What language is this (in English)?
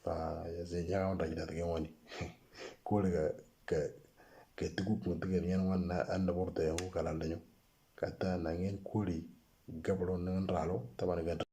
Moro